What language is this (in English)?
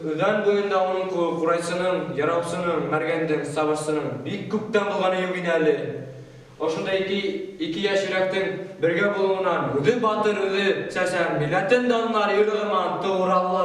Bashkir